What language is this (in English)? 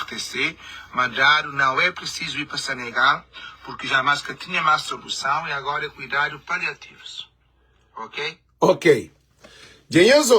Kabuverdianu